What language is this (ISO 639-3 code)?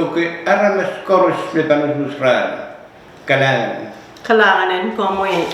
pon